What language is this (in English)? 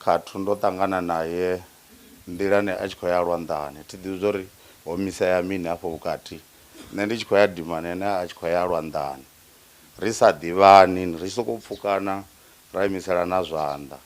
Venda